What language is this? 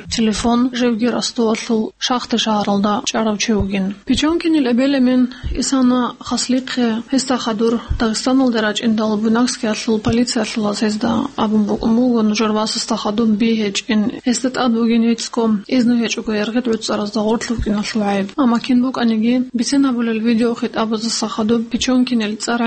Avaric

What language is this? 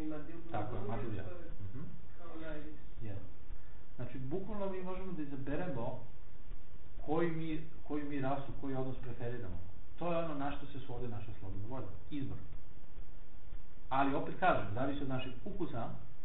Serbian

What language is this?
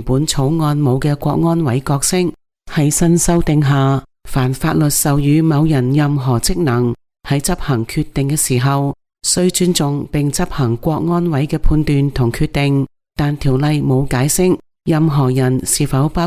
Cantonese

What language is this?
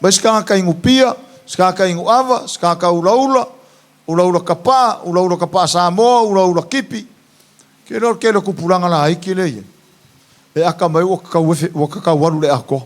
Samoan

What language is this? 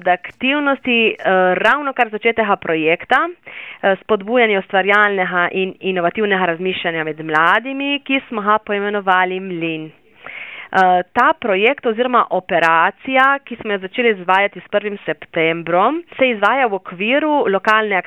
Slovenian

